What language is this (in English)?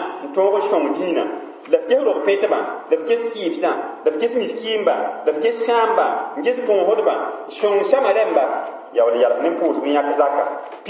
Mossi